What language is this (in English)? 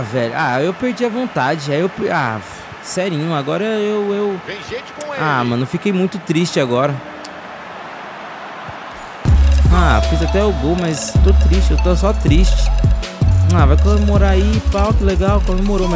Portuguese